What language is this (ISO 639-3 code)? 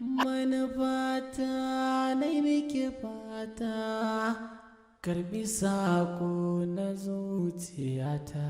hau